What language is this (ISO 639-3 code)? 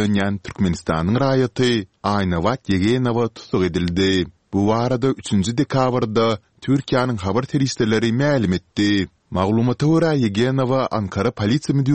kir